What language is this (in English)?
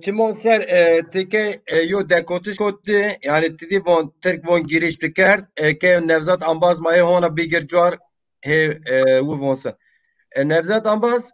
Zaza